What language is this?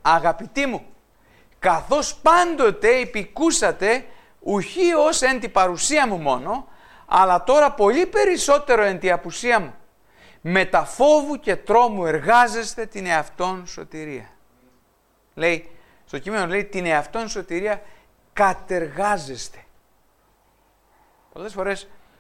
Greek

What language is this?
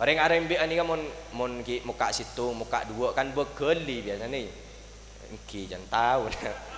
Madurese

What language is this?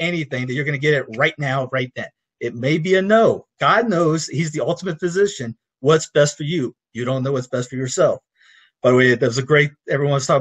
English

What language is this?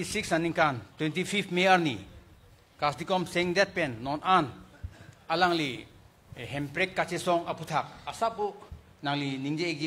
Karbi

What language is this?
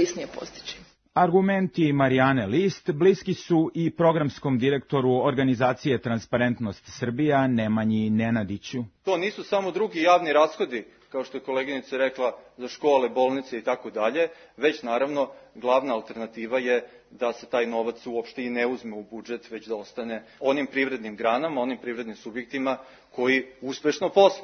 Serbian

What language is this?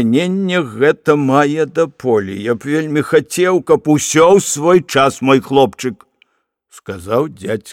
Belarusian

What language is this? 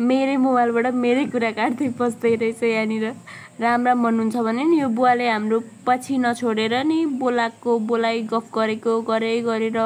Nepali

